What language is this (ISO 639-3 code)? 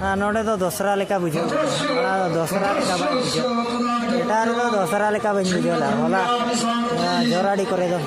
sat